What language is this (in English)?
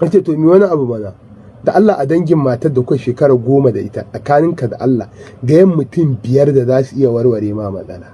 Hausa